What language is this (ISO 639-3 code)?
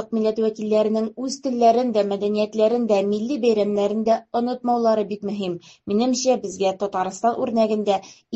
tat